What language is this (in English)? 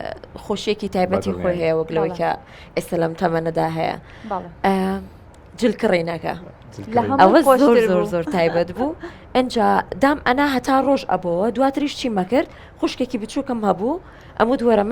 Central Kurdish